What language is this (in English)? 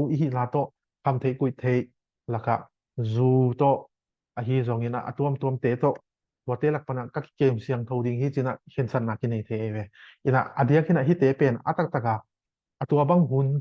Tedim Chin